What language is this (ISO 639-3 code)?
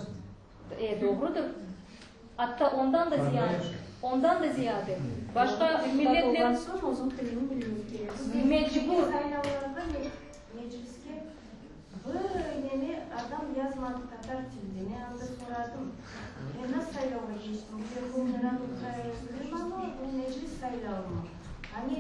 crh